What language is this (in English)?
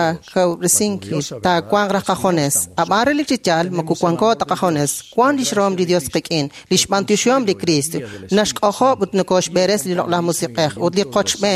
Kekchí